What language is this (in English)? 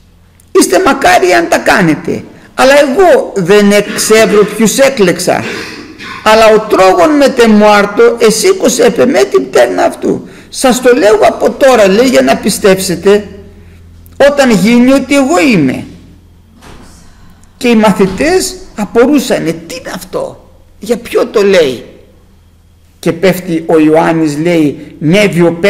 Greek